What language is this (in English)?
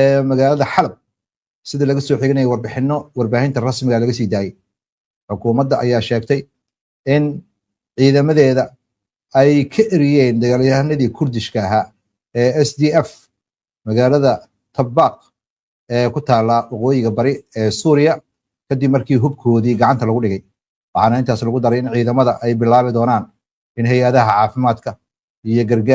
Somali